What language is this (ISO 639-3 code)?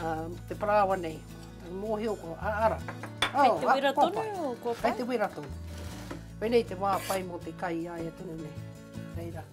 mri